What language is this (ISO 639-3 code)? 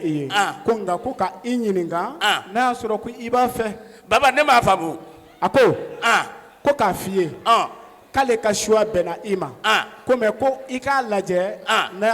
bam